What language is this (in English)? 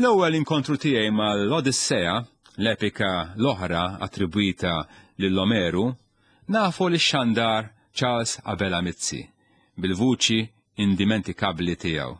Maltese